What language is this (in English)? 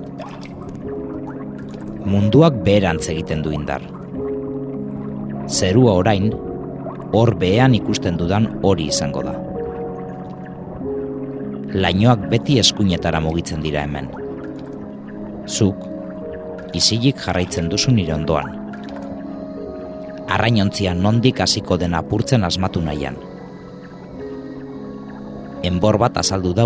Basque